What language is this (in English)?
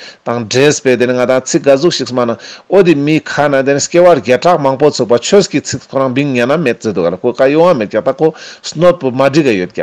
Ladakhi